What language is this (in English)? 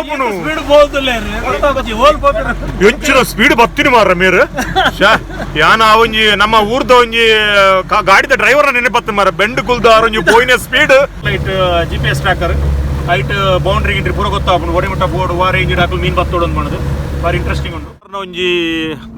Tulu